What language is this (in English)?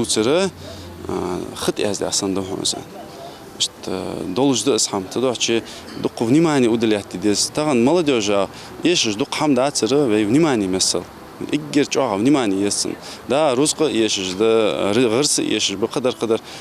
Ingush